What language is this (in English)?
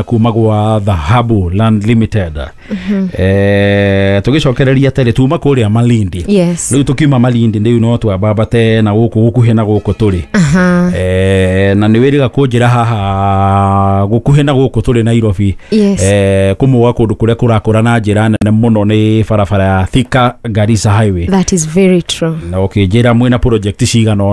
Kikuyu